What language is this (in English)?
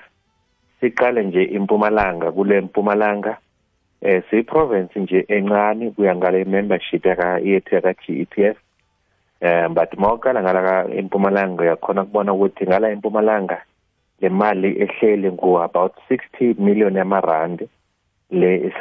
South Ndebele